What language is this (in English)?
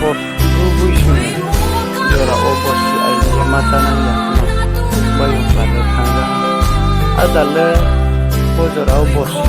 Riang (India)